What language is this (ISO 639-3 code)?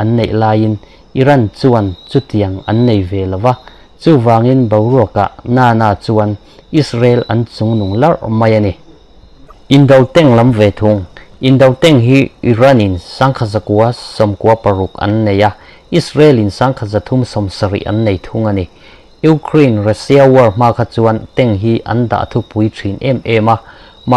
lus